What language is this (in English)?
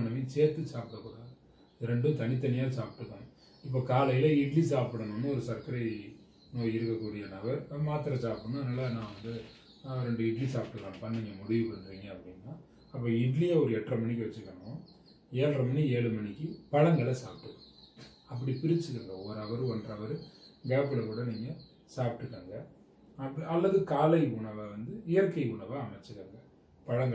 Tamil